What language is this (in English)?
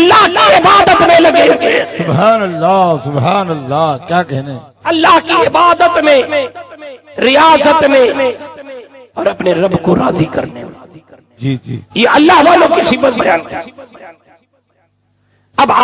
Urdu